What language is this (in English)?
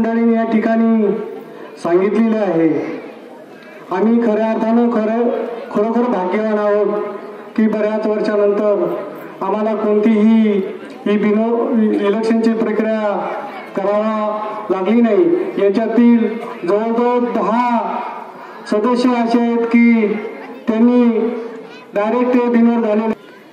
Marathi